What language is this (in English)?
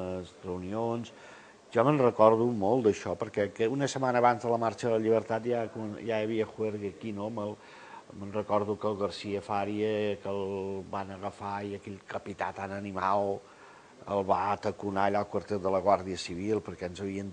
Catalan